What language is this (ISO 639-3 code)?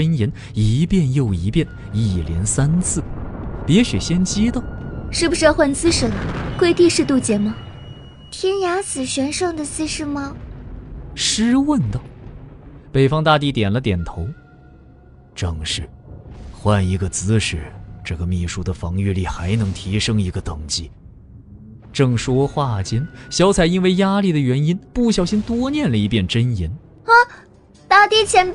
zho